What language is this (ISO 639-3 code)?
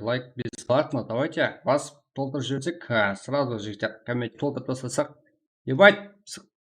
kaa